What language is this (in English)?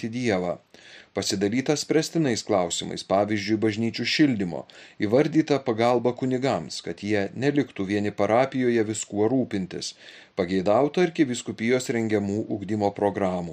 Lithuanian